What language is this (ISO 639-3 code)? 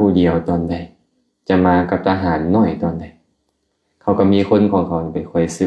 lao